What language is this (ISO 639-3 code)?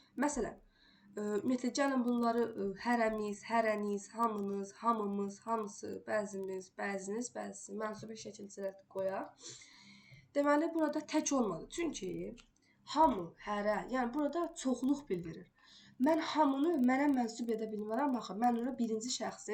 aze